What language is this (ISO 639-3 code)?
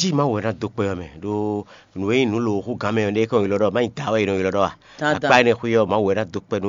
fon